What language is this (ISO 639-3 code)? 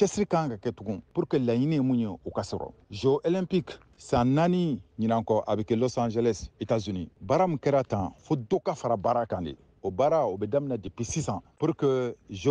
bam